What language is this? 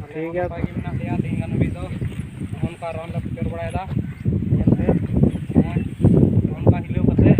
Santali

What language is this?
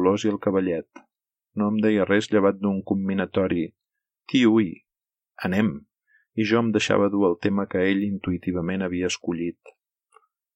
Catalan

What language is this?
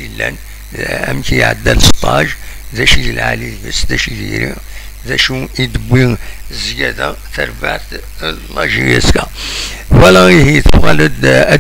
Kabyle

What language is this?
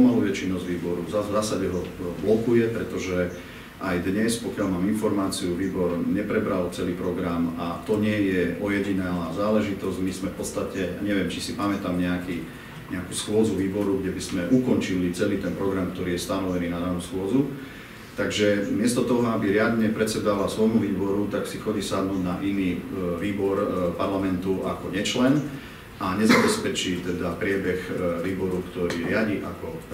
Slovak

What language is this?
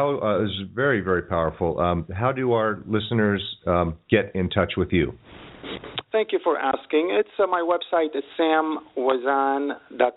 English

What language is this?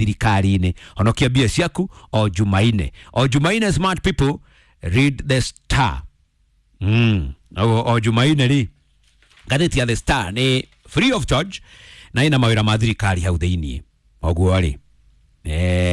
Kikuyu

